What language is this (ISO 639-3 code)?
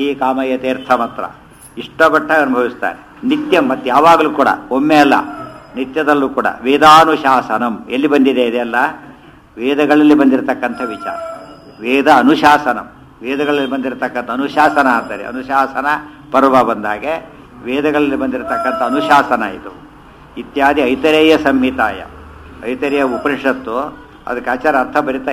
kan